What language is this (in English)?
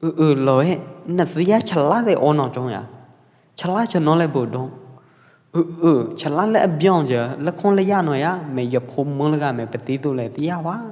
Pwo Eastern Karen